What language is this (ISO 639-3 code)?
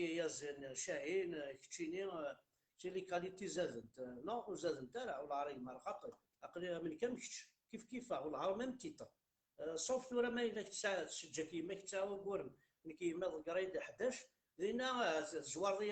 kab